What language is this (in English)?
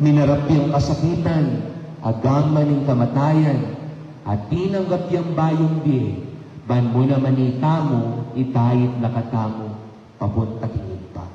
Pampanga